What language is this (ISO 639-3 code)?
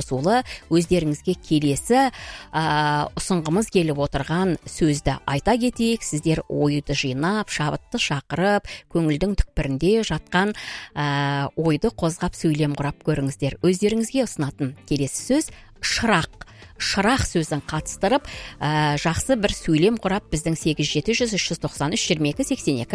kaz